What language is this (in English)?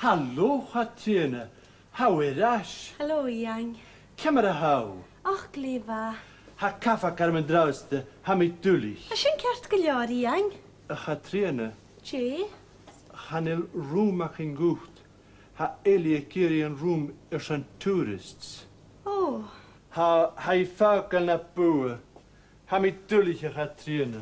Scottish Gaelic